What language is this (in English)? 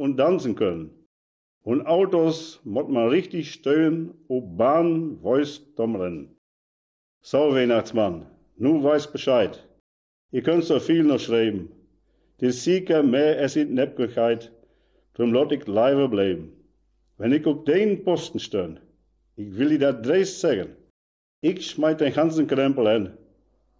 Westphalien